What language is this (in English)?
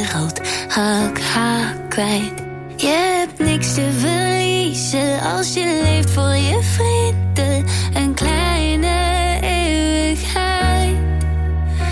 Dutch